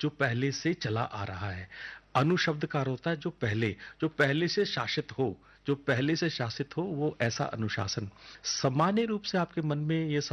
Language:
Hindi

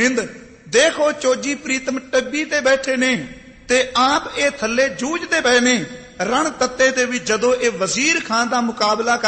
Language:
Punjabi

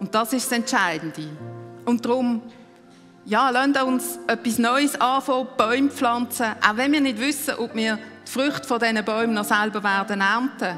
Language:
Swiss German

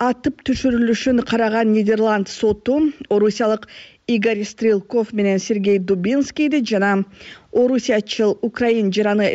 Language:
Kyrgyz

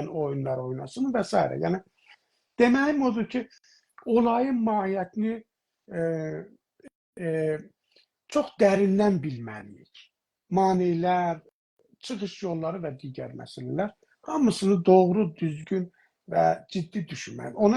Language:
South Azerbaijani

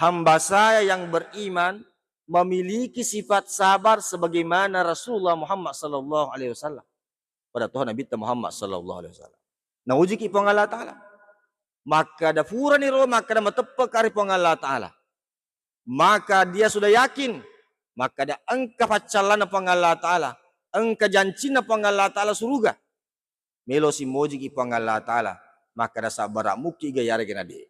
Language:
Buginese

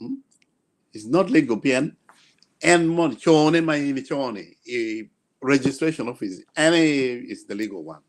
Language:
Acoli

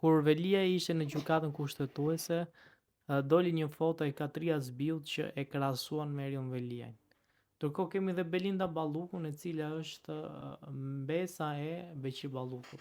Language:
Albanian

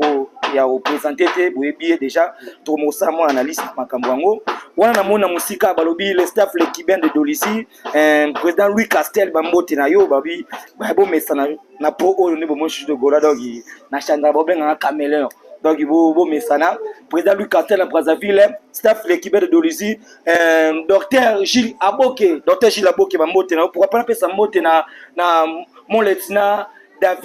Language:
Lingala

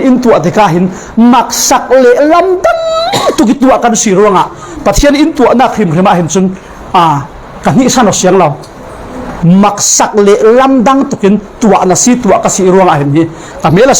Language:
Falam Chin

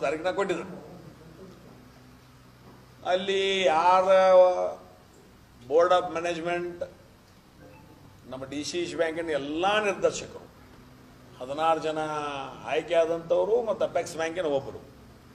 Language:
Kannada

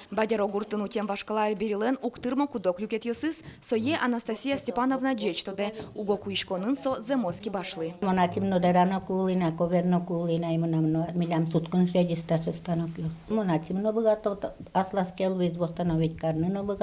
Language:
Udmurt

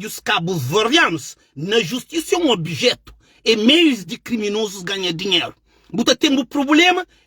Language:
Kabuverdianu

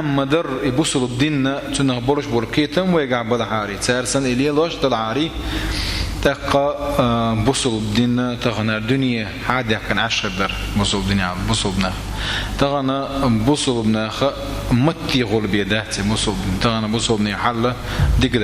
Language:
Chechen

